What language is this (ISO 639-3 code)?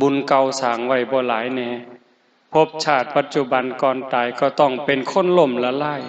tts